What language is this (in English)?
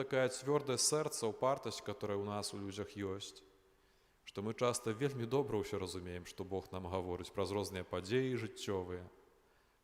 Belarusian